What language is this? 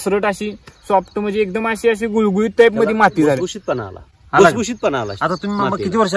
Marathi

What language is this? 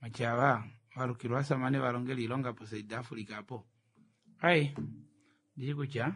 Kuanyama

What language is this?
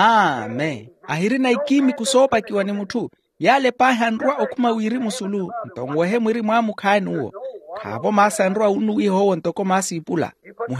Makhuwa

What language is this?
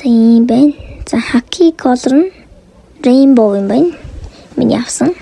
Mongolian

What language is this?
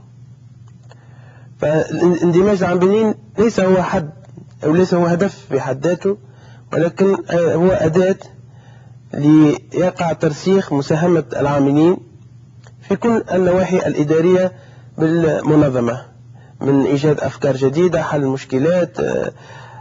Arabic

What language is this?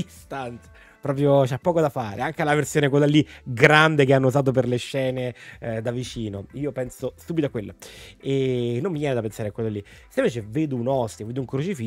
Italian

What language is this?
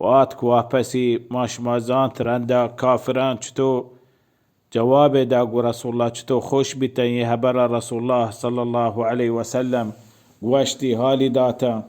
Baluchi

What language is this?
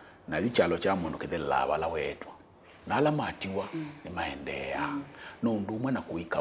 Kamba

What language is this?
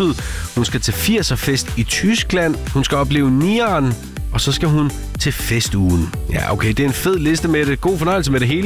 Danish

